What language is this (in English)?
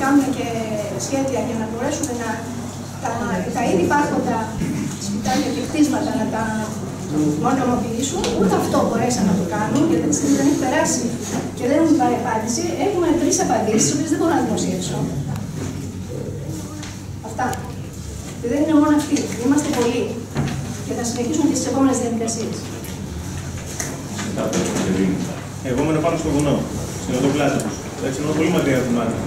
Greek